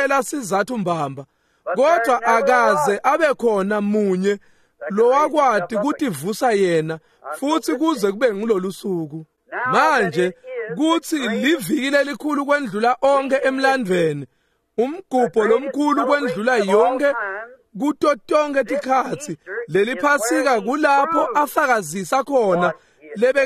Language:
Swati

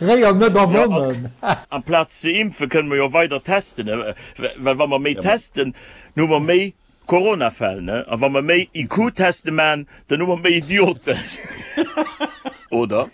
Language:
Luxembourgish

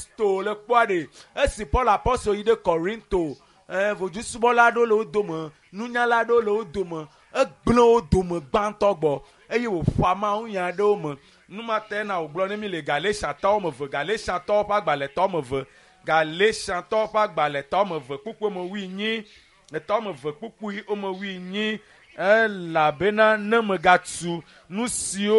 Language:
Ewe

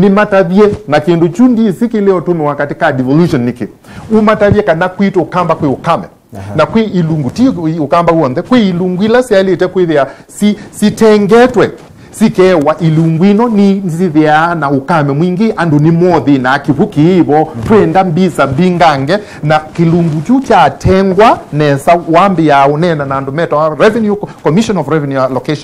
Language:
Kamba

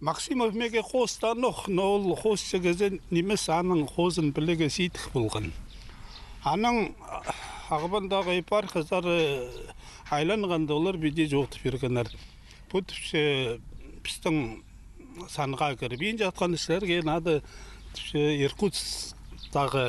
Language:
Khakas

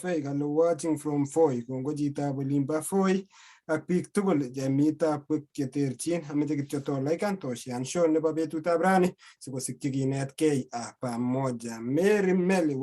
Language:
Kalenjin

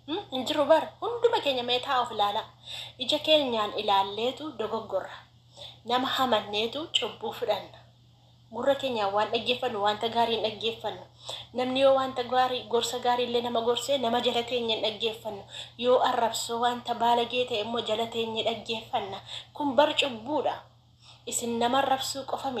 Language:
Oromo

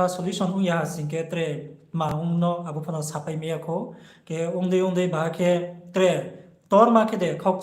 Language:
Riang (India)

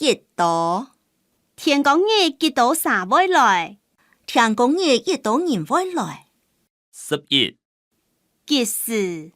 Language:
Hakka Chinese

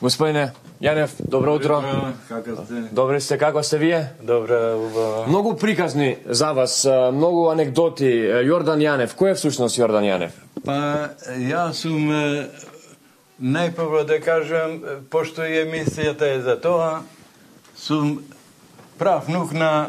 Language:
Macedonian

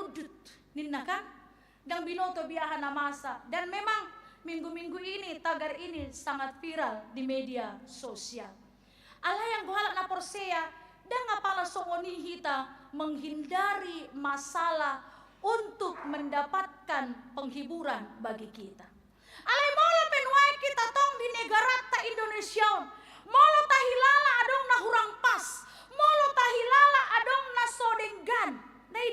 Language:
Batak Toba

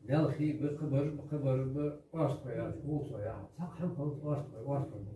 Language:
Ingush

